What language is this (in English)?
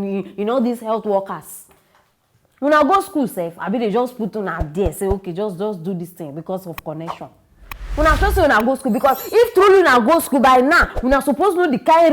Nigerian Pidgin